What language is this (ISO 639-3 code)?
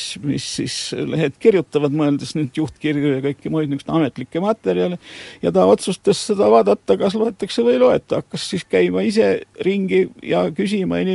est